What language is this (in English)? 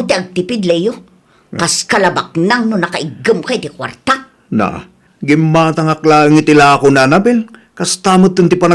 Iloko